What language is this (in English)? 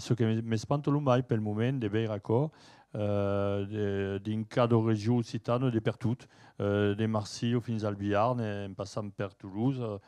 Occitan